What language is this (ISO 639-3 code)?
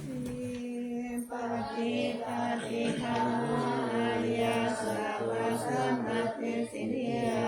pli